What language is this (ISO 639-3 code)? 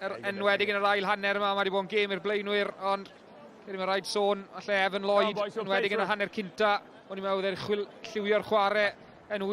cym